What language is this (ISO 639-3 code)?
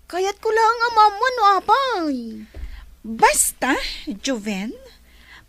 ilo